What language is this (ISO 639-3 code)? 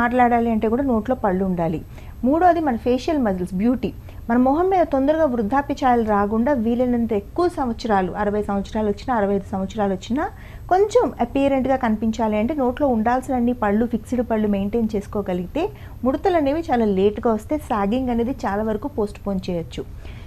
tel